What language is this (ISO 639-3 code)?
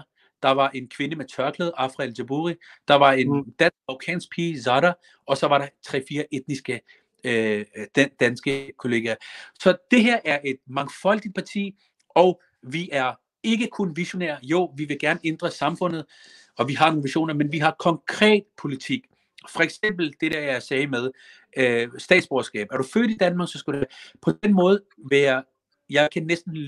dan